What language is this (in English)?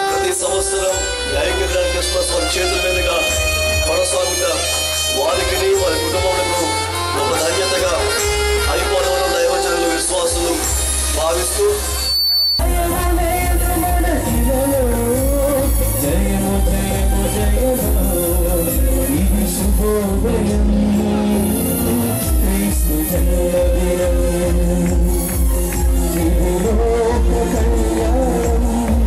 Telugu